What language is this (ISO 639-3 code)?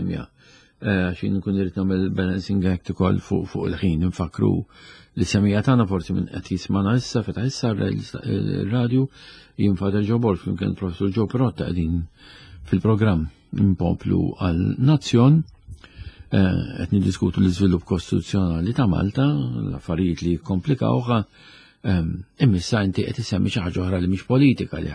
mlt